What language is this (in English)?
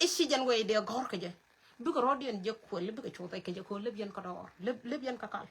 Nuer